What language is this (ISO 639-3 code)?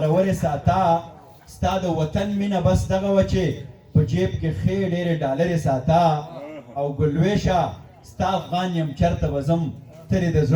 pus